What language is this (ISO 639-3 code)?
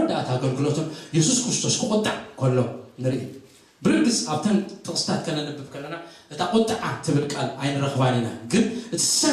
tir